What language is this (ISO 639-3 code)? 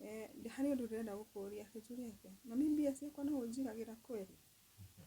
kik